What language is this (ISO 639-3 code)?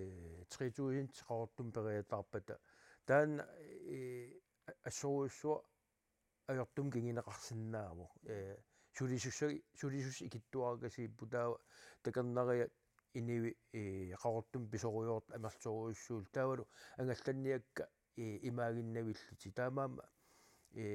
kal